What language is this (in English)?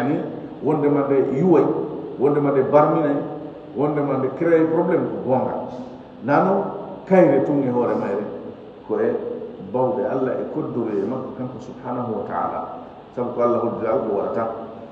Fula